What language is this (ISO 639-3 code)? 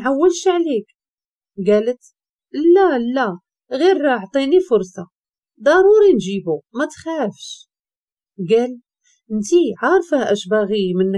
ary